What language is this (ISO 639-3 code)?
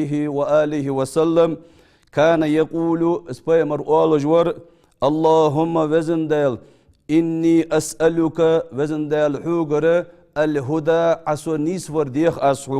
inh